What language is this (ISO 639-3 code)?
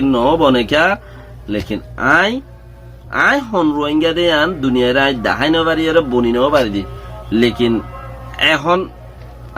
rhg